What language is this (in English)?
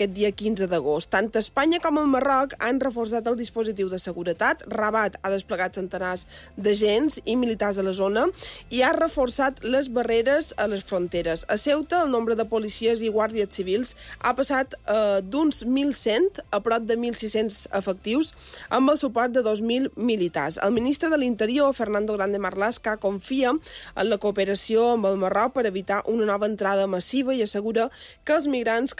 Catalan